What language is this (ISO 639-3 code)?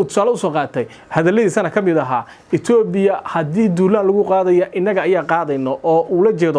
som